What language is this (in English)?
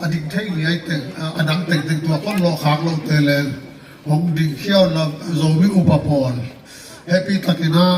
Paite Chin